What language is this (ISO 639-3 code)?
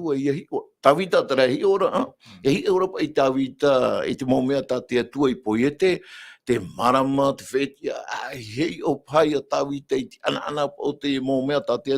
tah